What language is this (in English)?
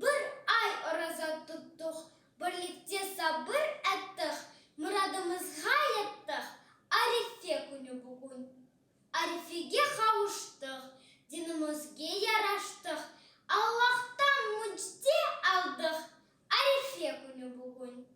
Crimean Tatar